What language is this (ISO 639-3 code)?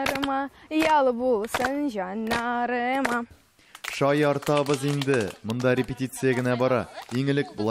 tat